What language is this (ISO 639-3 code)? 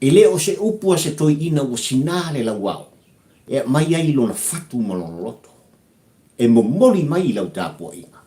smo